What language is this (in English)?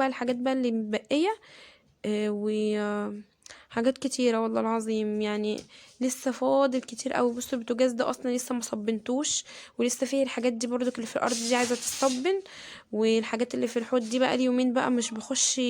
Egyptian Arabic